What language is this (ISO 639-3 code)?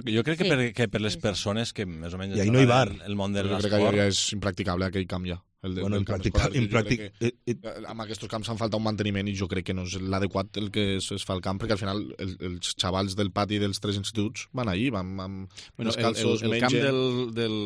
cat